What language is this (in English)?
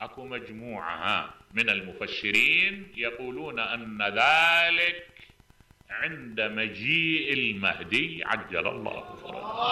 Mesopotamian Arabic